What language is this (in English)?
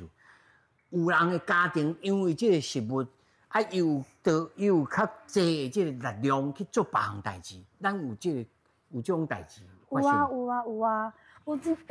Min Nan Chinese